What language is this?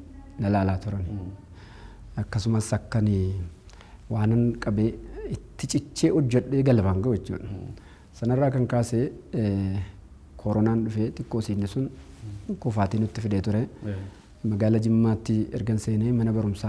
Oromo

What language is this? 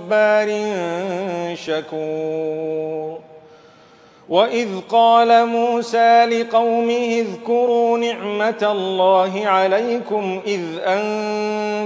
Arabic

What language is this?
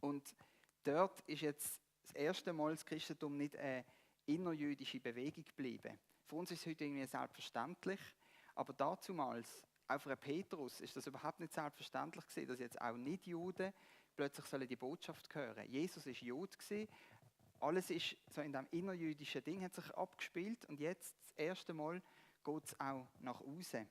Swiss German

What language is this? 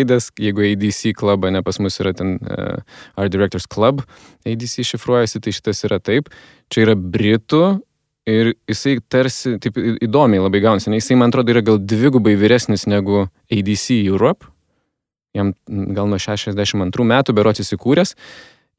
Lithuanian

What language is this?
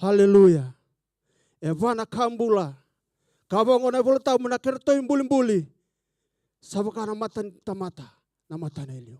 Fijian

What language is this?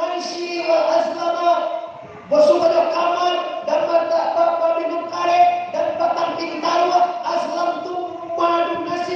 Minangkabau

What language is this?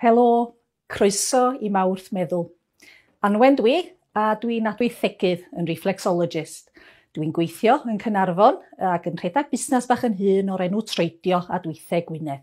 Welsh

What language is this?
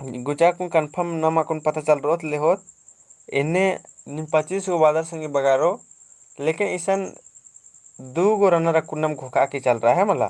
Kurukh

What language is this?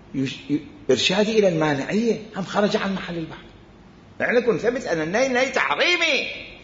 Mesopotamian Arabic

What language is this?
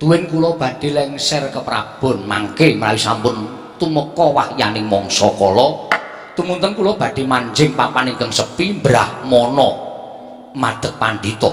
Javanese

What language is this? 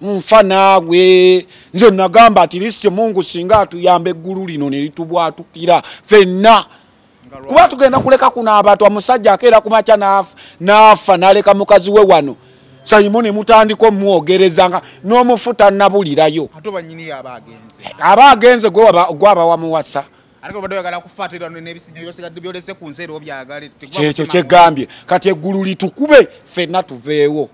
Ganda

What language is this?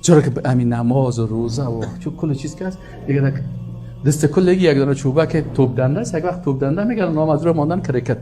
Persian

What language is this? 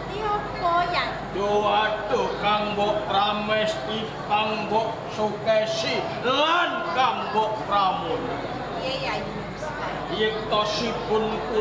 Javanese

